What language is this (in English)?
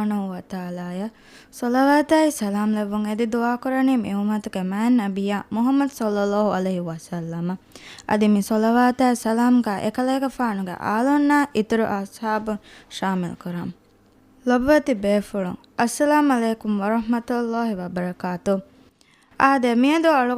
Divehi